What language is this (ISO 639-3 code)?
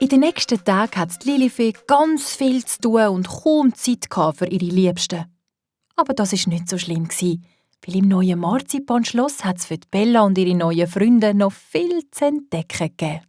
gsw